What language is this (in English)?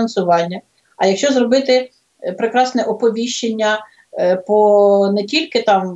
Ukrainian